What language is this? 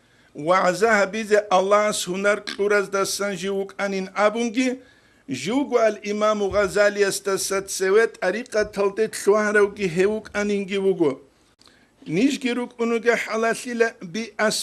Avaric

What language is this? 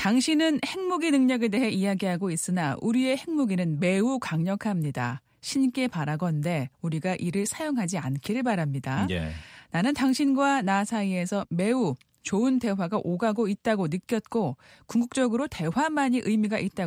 Korean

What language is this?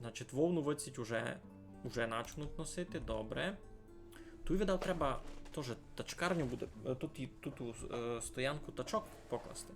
Rusyn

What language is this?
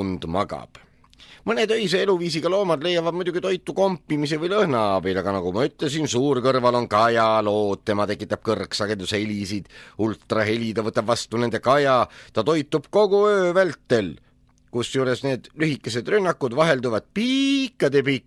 Estonian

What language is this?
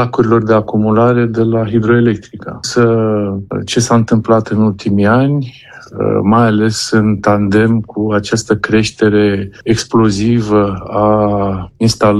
Romanian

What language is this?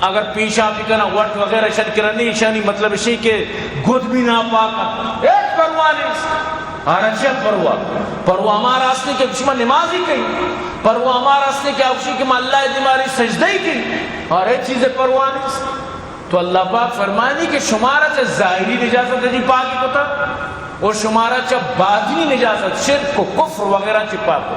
Eastern Balochi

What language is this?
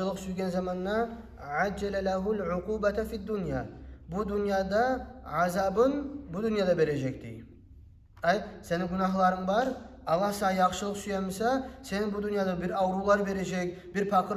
Kumyk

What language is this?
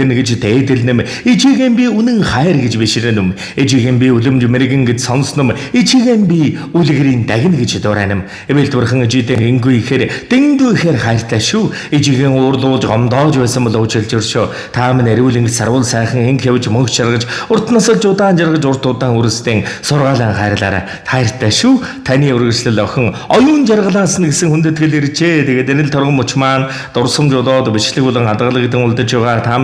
Mongolian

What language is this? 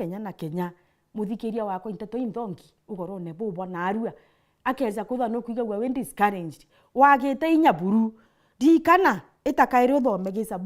Meru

